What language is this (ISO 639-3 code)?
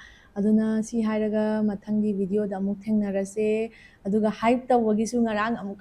mni